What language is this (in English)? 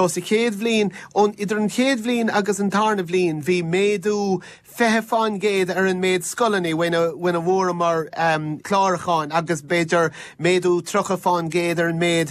Irish